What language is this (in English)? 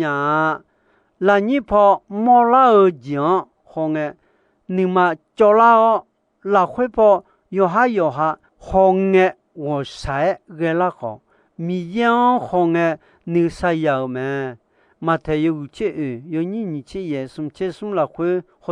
Akha